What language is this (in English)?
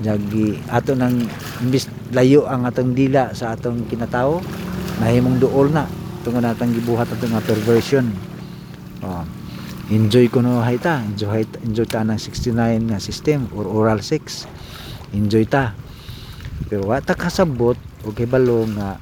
Cebuano